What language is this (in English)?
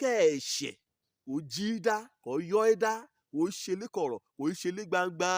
Yoruba